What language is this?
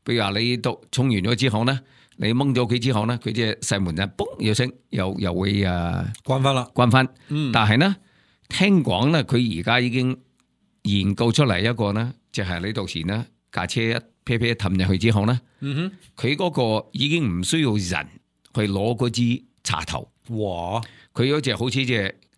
Cantonese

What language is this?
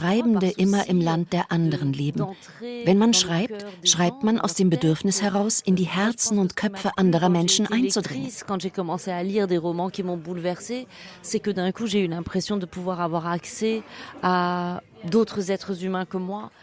Swiss German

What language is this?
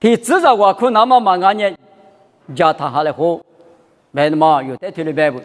Lisu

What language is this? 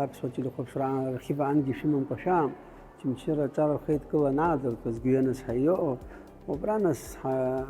Abkhazian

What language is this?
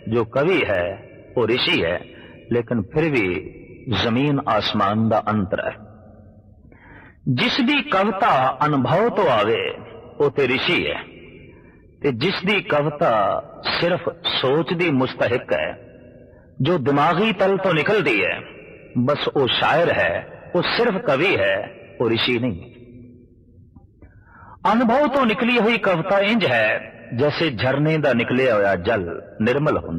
Punjabi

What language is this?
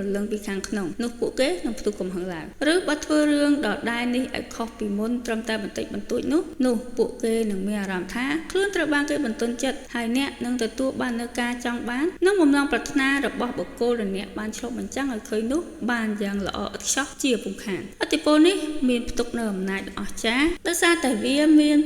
Khmer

